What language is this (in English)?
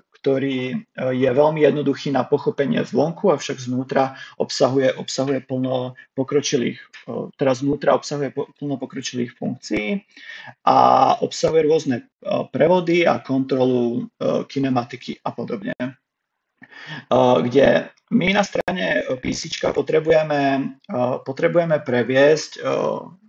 Slovak